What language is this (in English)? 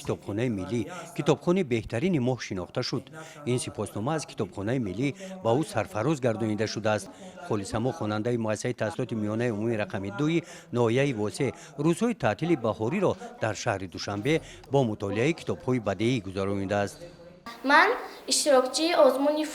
Tajik